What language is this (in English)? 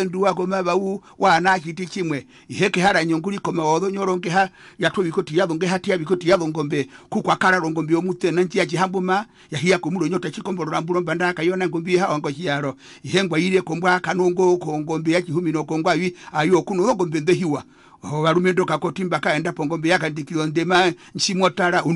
Herero